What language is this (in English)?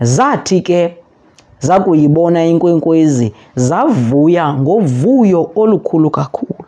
Xhosa